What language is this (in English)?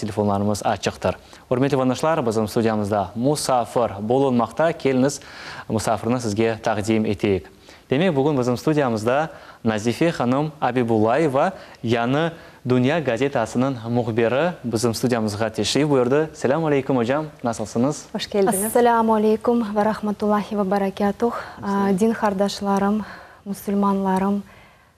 Crimean Tatar